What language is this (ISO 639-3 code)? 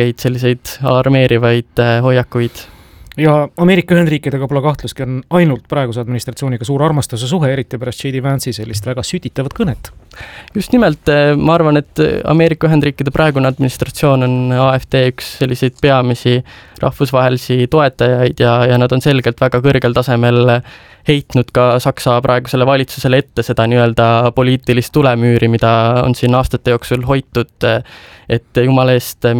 est